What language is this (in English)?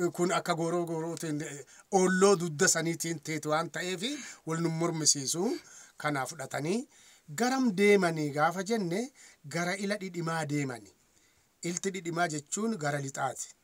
Oromo